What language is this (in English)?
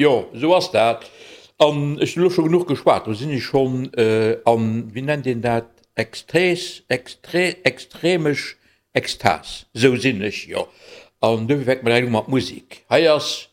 Luxembourgish